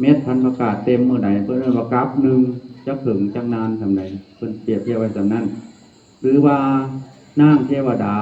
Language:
Northeastern Thai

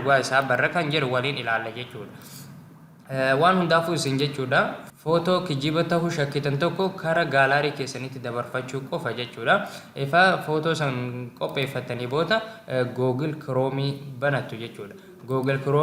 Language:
Oromo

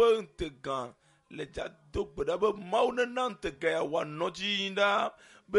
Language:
Ewe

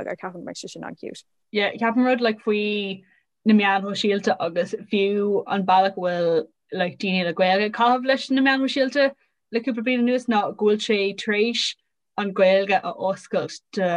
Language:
Irish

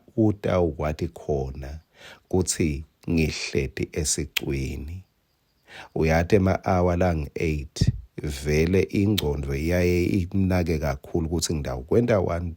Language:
Swati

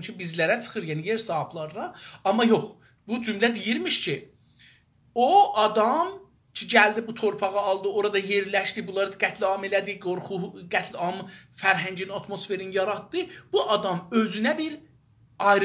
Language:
South Azerbaijani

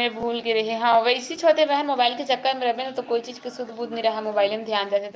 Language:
Chhattisgarhi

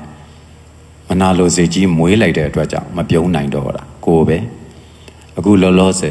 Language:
Burmese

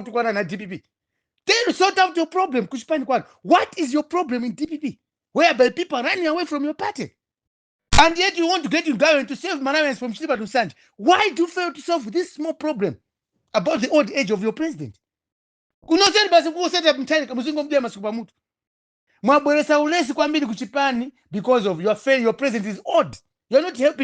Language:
Nyanja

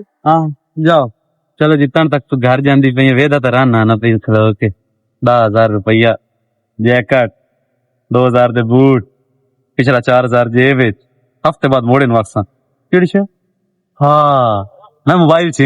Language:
Western Panjabi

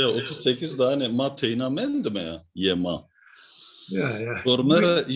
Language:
Zaza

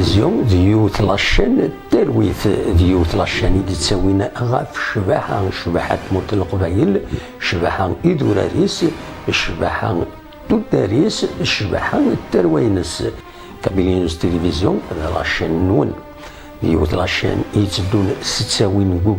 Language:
Kabyle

